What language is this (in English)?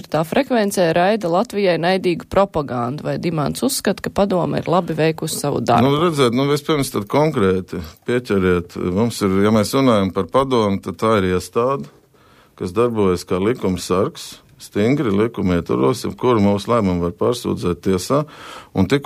Latvian